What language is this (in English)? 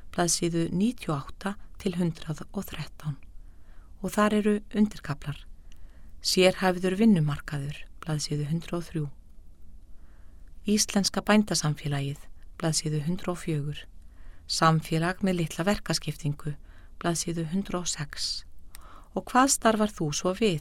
Icelandic